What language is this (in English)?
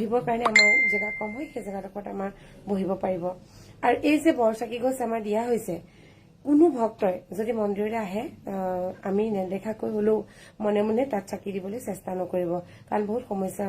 Assamese